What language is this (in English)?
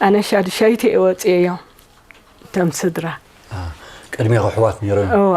Tigrinya